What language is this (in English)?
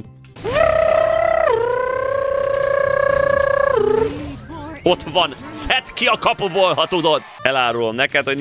Hungarian